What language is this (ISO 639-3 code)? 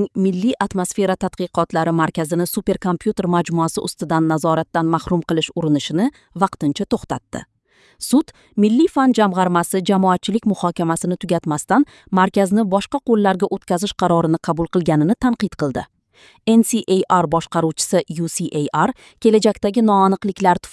uzb